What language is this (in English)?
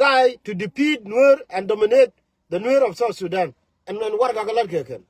Nuer